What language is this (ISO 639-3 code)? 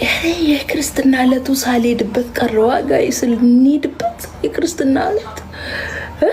amh